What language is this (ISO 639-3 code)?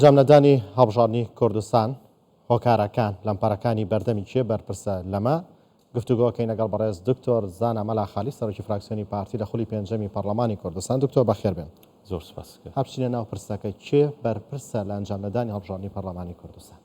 ckb